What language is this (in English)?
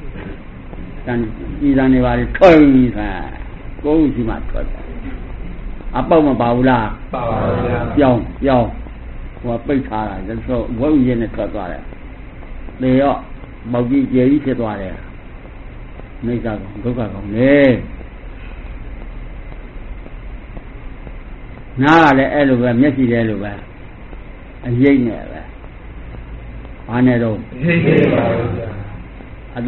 Burmese